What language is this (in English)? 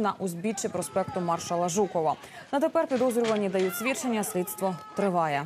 Ukrainian